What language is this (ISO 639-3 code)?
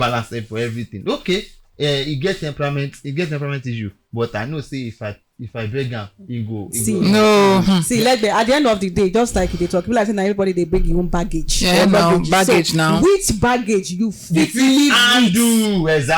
pcm